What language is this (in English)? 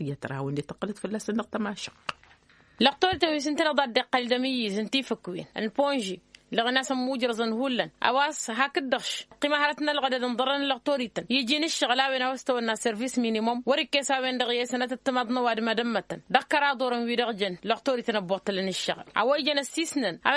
Tamasheq